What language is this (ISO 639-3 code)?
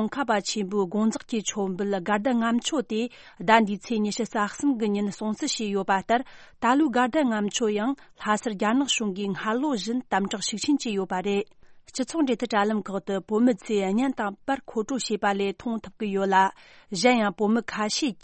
bod